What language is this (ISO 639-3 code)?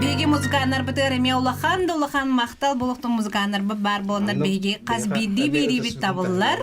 sah